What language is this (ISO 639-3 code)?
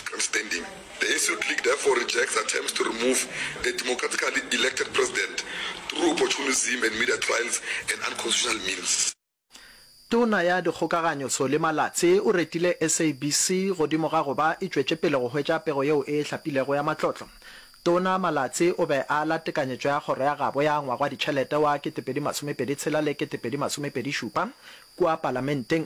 nso